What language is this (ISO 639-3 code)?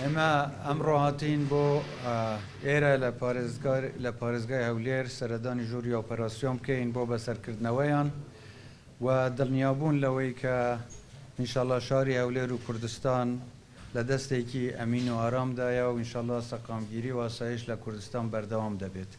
ckb